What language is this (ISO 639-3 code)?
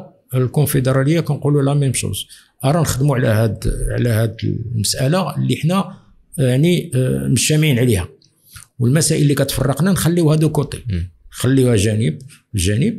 ary